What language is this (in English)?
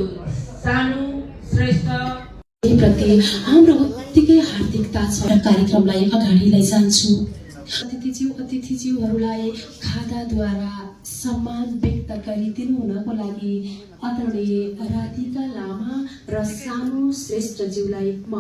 Nepali